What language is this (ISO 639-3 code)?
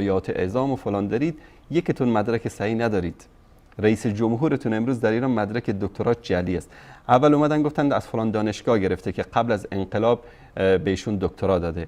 fas